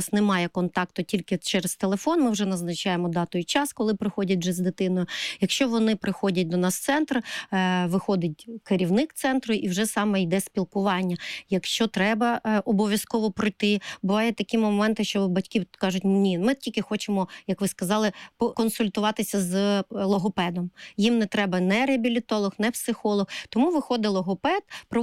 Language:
Ukrainian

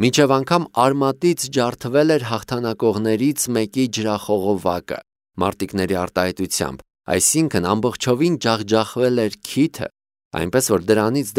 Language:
Armenian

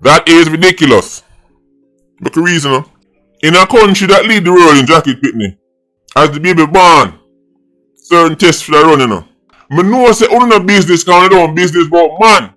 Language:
Jamaican Creole English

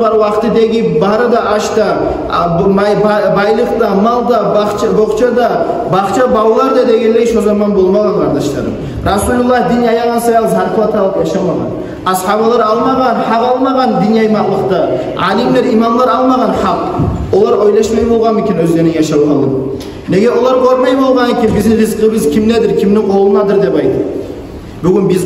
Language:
Kumyk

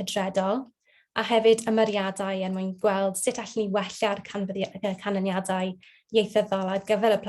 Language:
Welsh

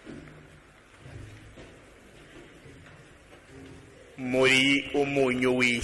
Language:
Kinyarwanda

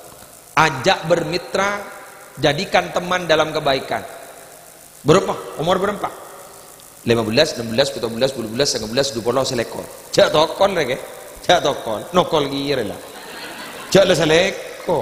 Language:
Madurese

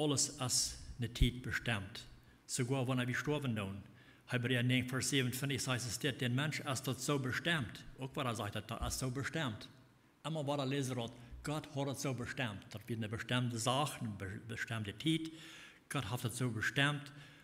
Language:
Plautdietsch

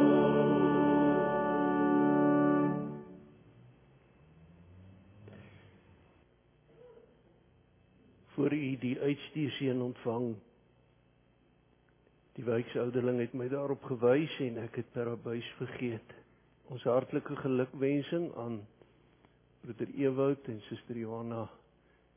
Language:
Afrikaans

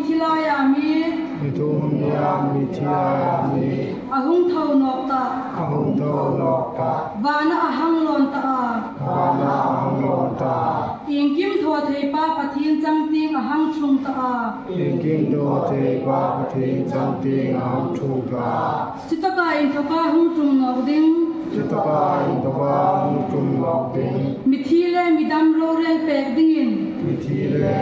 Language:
Hmar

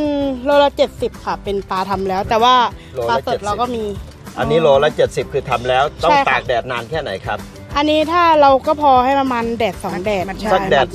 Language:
Thai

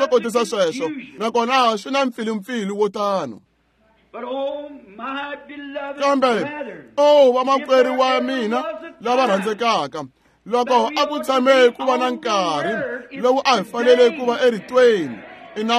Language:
Tsonga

